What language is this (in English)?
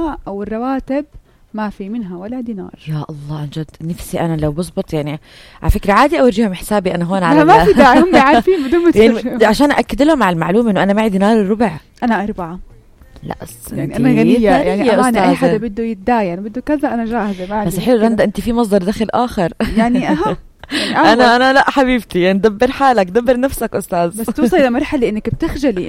North Levantine Arabic